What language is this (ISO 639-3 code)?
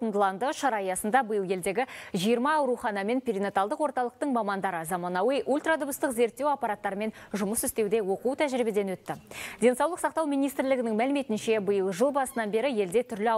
kaz